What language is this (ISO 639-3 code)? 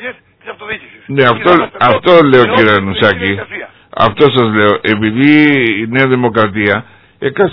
ell